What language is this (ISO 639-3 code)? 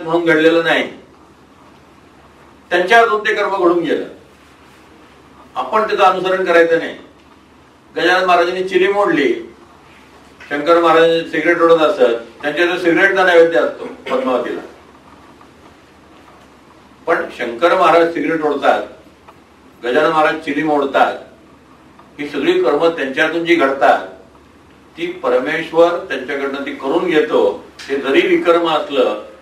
mar